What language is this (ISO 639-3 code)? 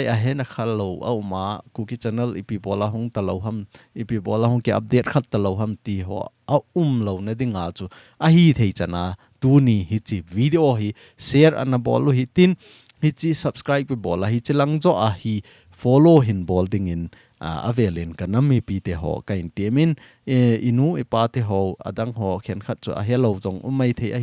tcz